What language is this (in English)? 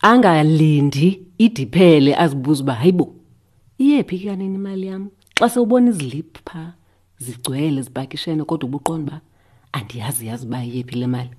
Xhosa